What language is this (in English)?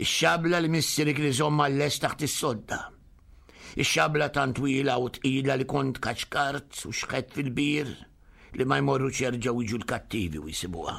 Maltese